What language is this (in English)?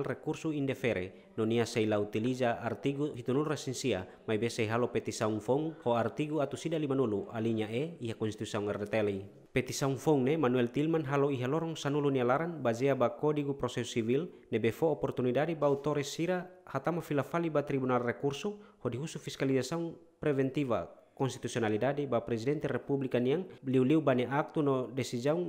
Tetum